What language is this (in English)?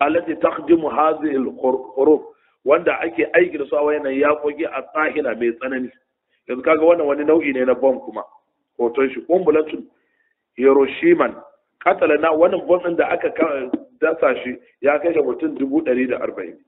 Hausa